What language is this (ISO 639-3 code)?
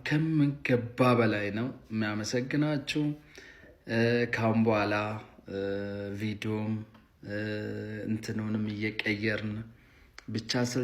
amh